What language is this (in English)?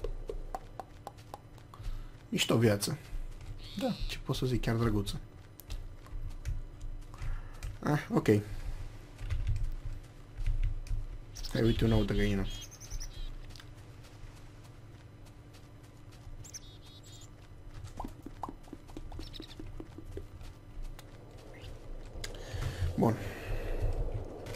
Romanian